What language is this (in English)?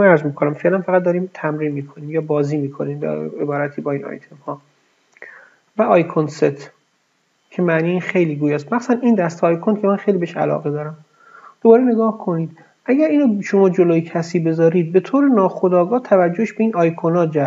Persian